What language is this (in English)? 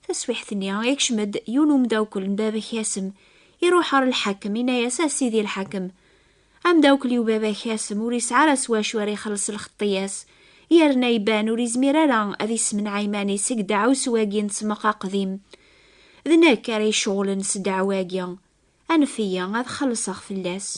Kabyle